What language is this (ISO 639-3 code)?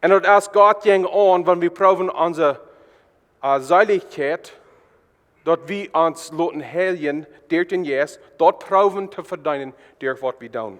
pdt